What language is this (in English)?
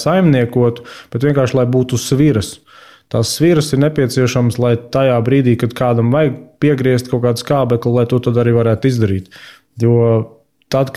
Latvian